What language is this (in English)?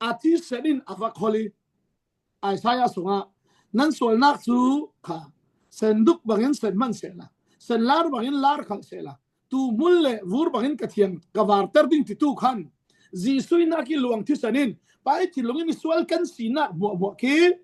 Falam Chin